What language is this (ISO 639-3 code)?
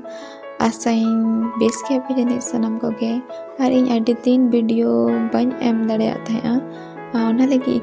sat